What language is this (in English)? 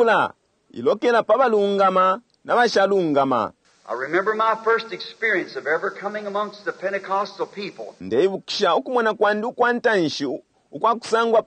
Bemba